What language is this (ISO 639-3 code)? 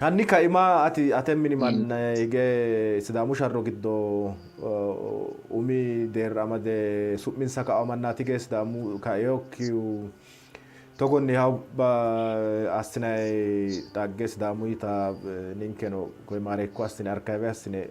sid